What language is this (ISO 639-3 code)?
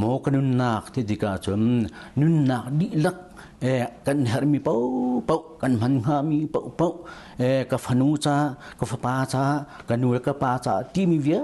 cnh